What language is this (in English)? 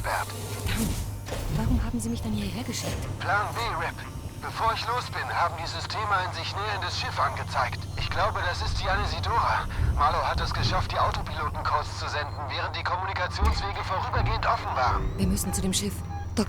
Bavarian